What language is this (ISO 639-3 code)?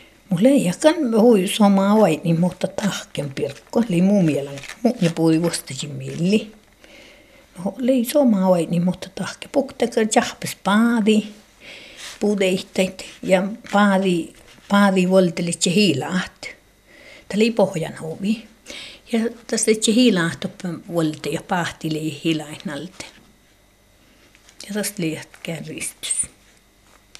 fin